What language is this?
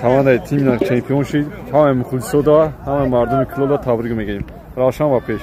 Tajik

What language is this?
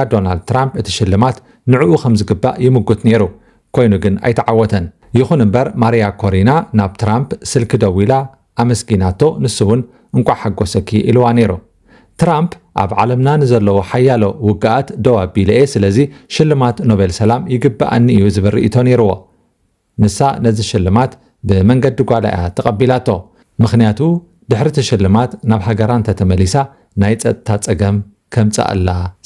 Tigrinya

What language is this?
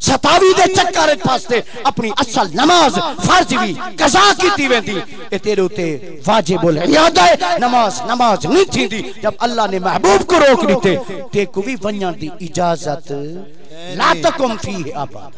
Saraiki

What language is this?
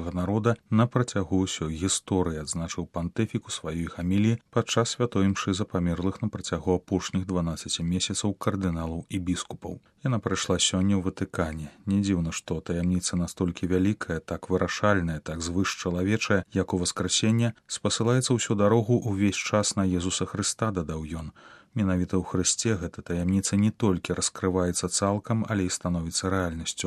Belarusian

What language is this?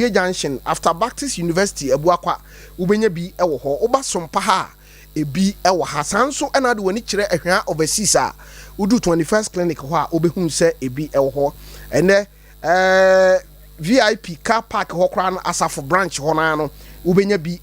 Akan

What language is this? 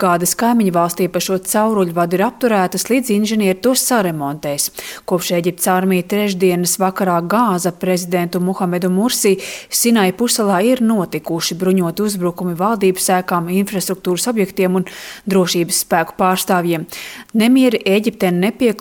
Latvian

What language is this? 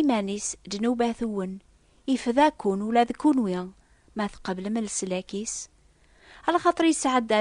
Kabyle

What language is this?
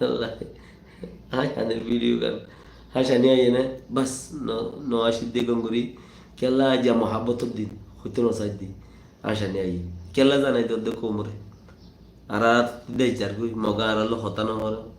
Rohingya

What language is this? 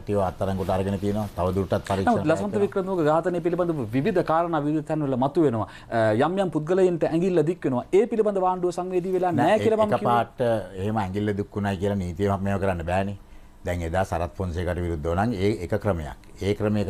Sinhala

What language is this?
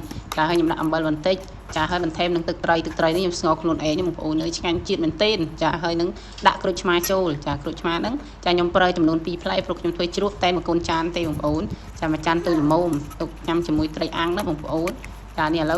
Khmer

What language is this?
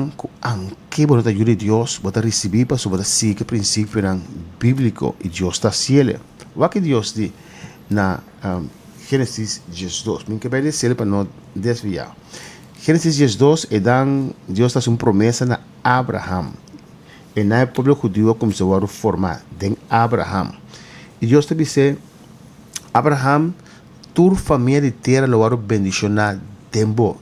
Papiamento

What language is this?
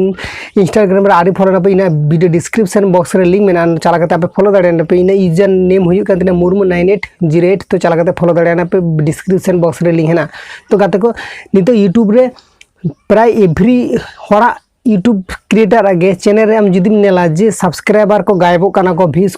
Santali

